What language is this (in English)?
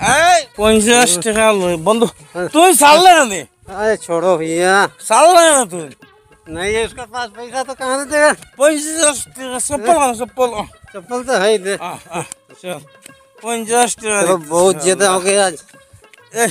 Sylheti